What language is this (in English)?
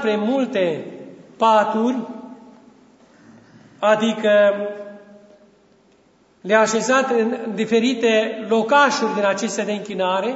Romanian